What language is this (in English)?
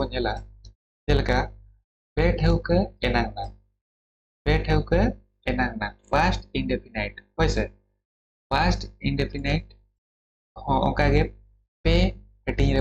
Santali